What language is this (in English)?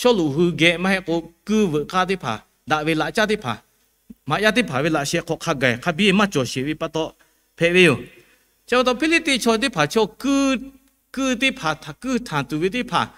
Lahu